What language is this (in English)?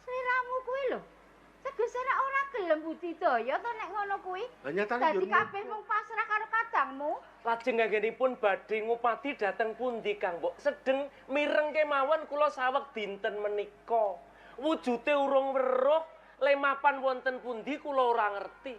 Javanese